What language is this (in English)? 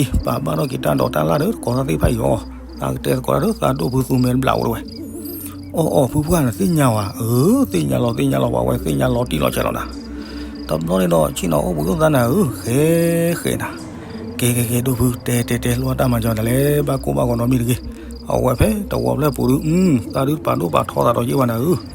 S'gaw Karen